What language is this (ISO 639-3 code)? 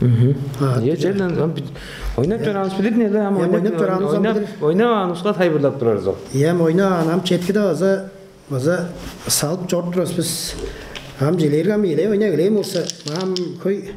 tyv